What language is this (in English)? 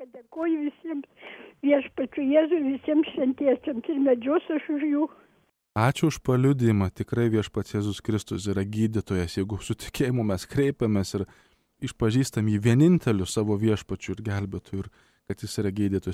Lithuanian